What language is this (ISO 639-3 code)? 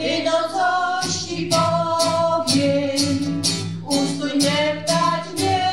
szl